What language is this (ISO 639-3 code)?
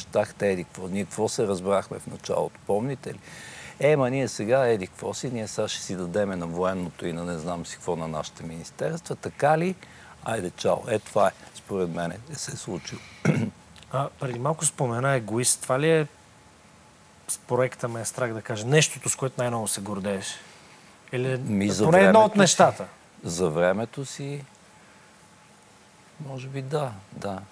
bul